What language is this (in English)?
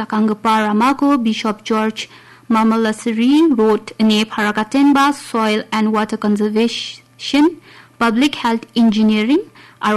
Garo